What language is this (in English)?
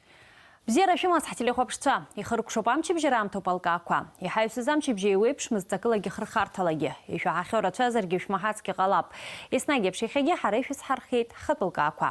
Abkhazian